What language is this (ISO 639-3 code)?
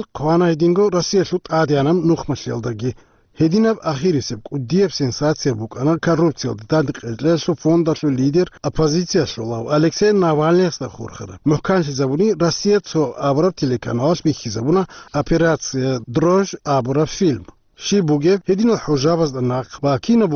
ava